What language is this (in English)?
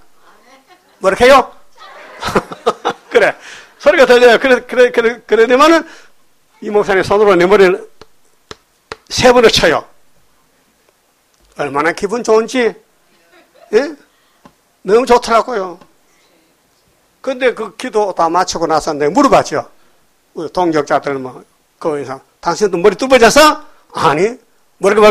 Korean